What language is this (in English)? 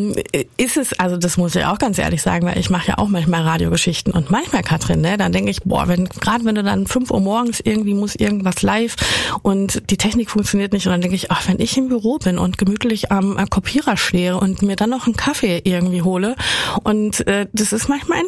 German